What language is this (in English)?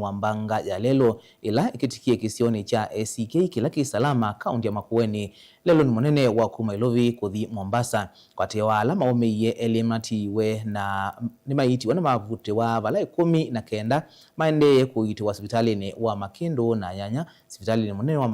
Kamba